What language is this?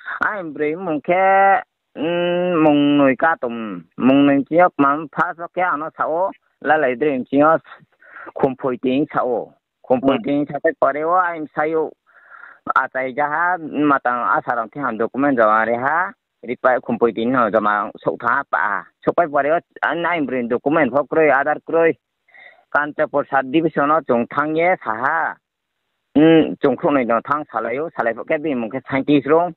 Riang (India)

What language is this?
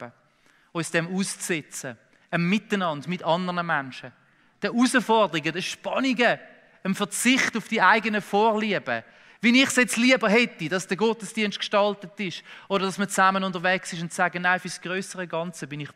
Swiss German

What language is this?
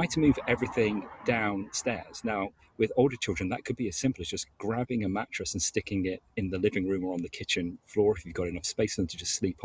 English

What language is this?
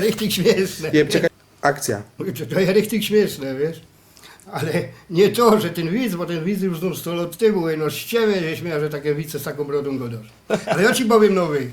Silesian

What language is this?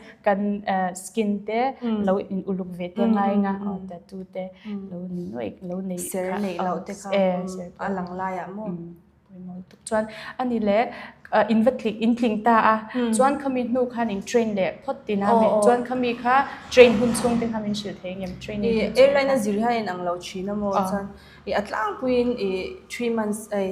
Mizo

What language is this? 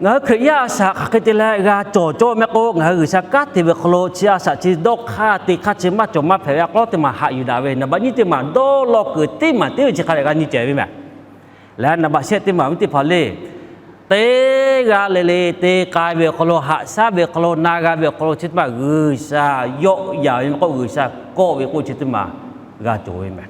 Lahu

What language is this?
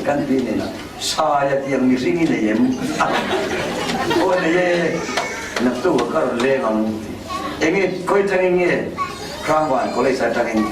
Falam Chin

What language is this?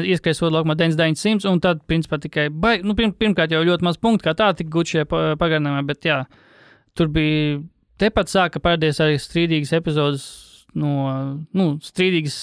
Latvian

